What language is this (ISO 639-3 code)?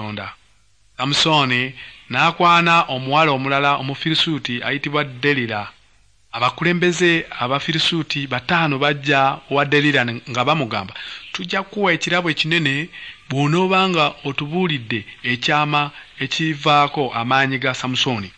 lug